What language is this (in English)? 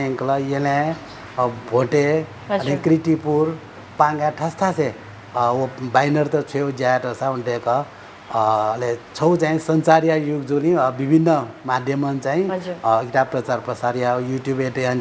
Newari